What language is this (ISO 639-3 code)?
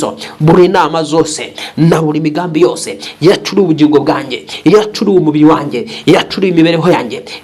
kin